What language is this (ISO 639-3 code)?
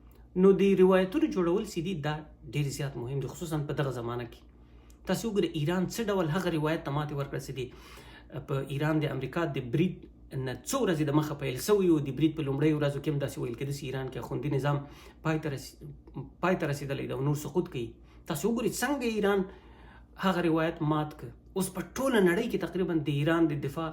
pus